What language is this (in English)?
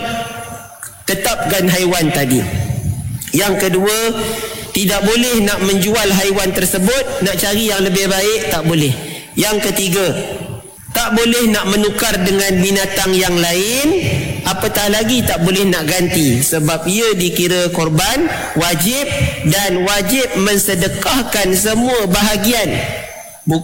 Malay